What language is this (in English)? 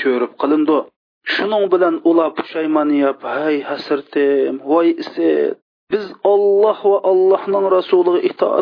Uyghur